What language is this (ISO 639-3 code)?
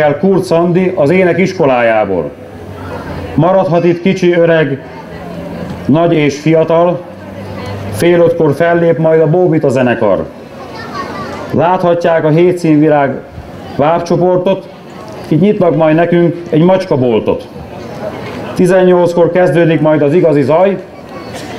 hun